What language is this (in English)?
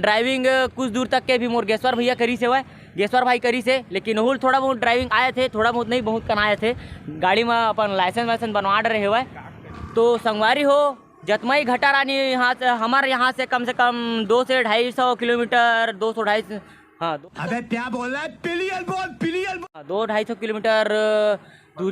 Chhattisgarhi